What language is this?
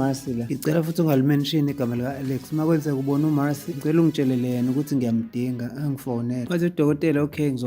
Zulu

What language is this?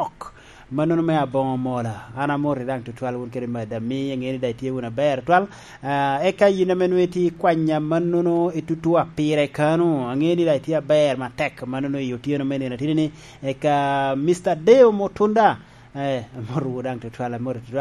Lango (Uganda)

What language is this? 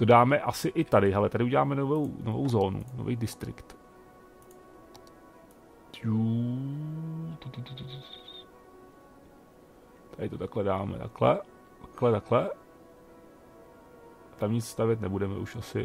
Czech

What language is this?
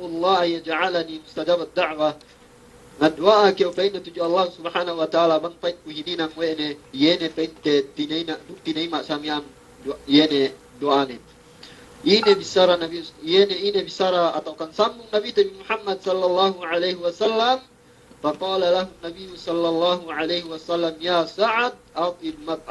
Yakan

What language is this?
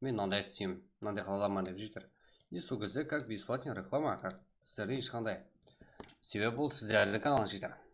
Kara-Kalpak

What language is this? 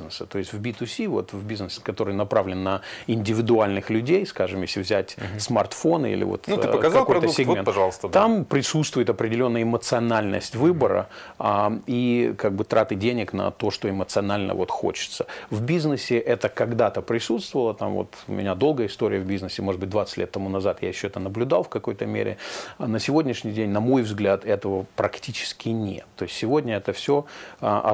Russian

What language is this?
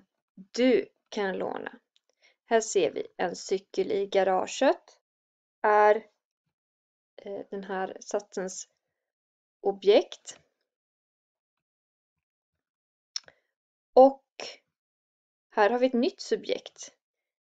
Swedish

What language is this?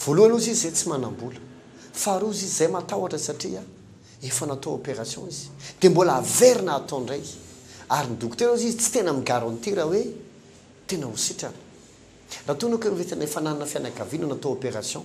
Malagasy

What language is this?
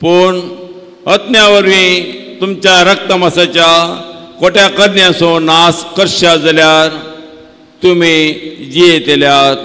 Konkani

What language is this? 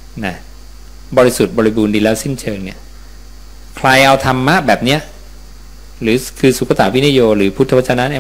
Thai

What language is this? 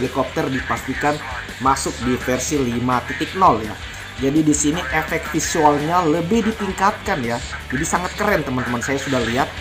Indonesian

